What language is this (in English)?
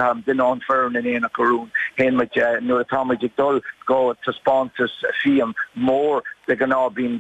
Irish